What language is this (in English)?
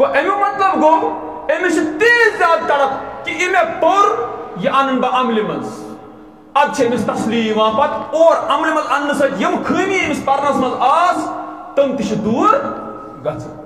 Kashmiri